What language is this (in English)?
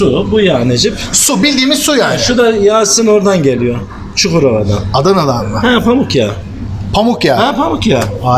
Turkish